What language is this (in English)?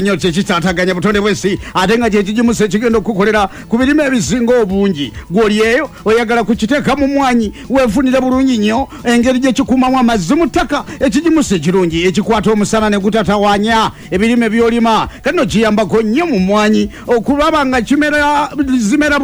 Ganda